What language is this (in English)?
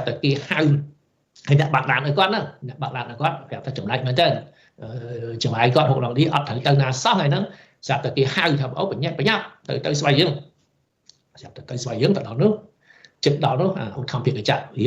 Khmer